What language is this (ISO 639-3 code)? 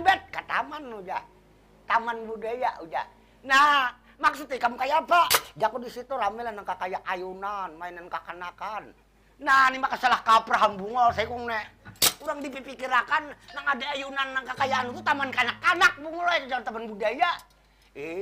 bjn